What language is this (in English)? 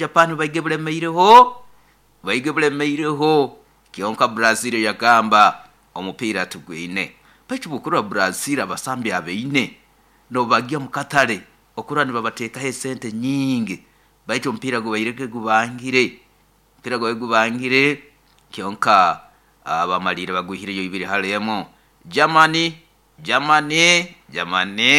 Nyoro